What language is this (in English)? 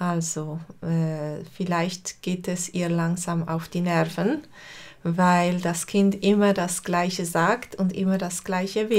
Swiss German